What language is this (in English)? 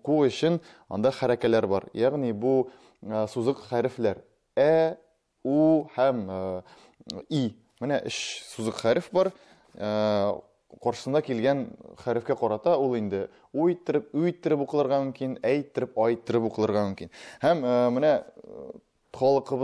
Tatar